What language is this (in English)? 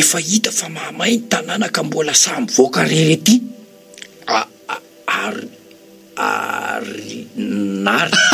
Malagasy